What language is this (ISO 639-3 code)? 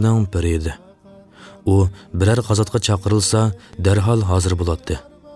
uig